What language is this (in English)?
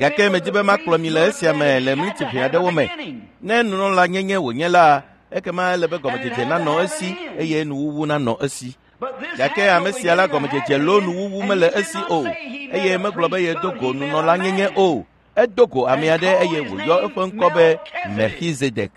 Ewe